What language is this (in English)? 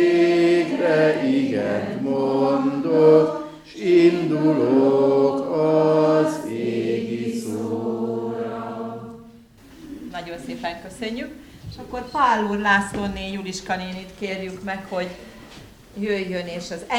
Hungarian